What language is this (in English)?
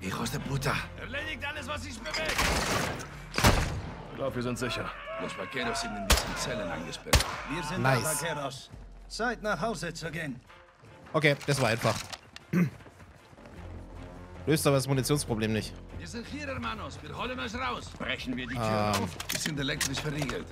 German